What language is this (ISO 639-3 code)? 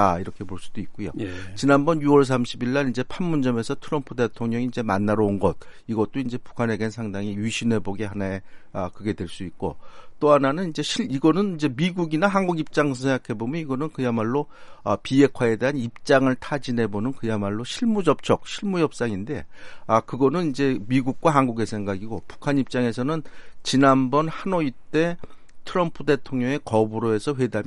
kor